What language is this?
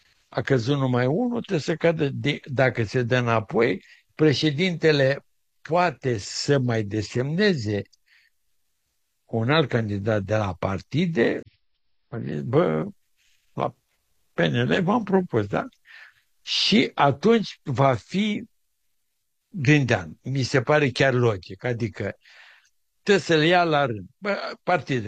Romanian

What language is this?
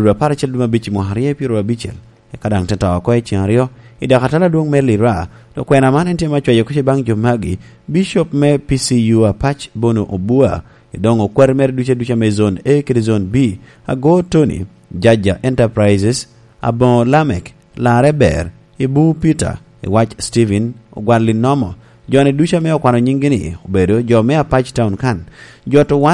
Lango (Uganda)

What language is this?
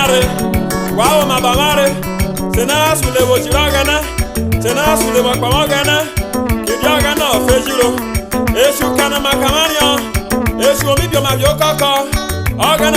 Urhobo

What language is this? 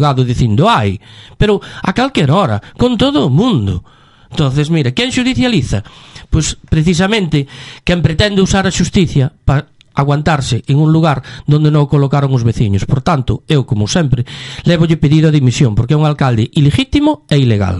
Galician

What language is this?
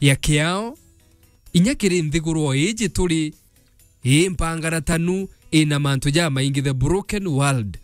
Meru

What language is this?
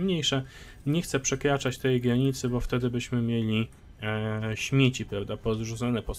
Polish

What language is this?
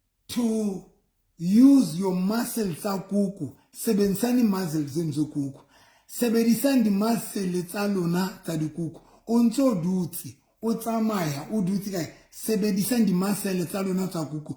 Southern Sotho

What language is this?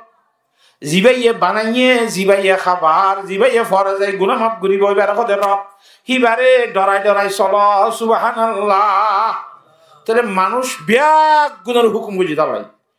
Rohingya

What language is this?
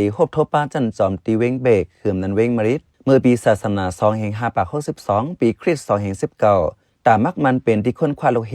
Shan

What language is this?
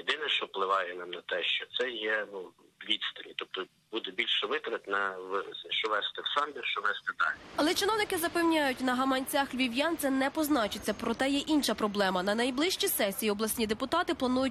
Ukrainian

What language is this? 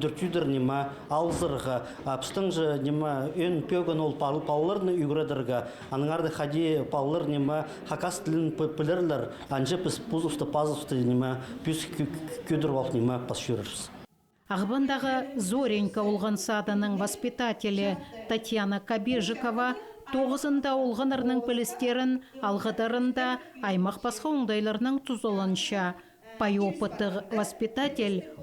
Khakas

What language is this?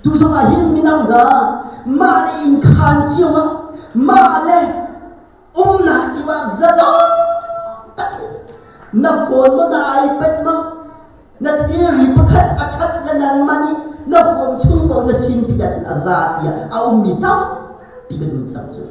Hakha Chin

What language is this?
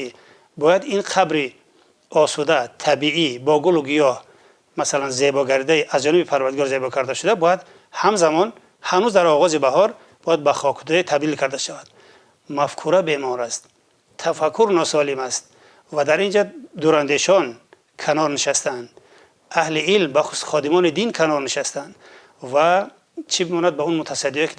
Tajik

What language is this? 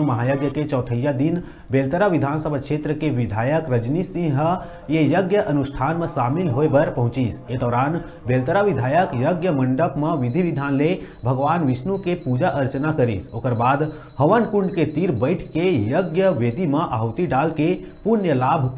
Chhattisgarhi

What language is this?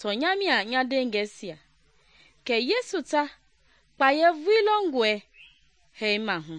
Mende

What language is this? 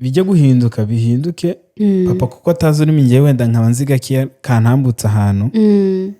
Kinyarwanda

